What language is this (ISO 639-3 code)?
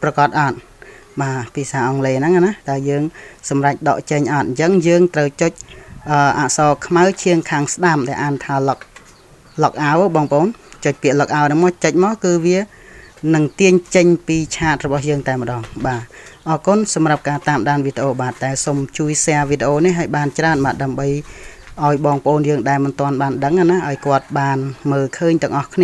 khm